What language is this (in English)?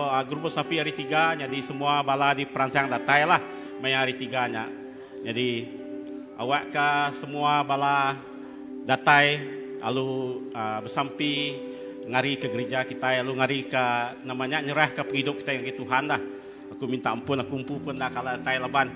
Iban